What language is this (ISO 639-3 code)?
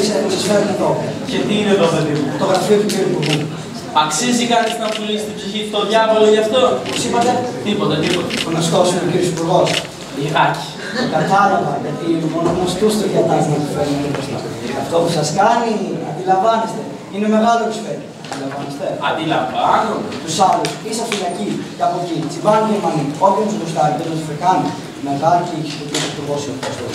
ell